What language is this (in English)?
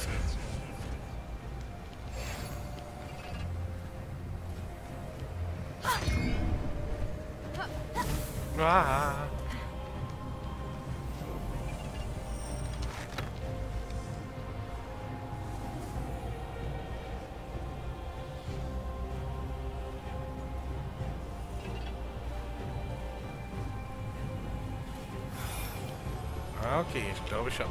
German